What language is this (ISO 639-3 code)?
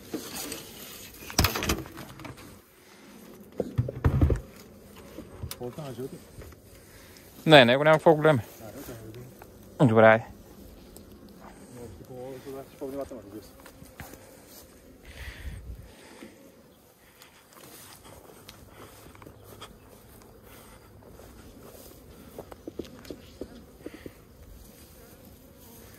bul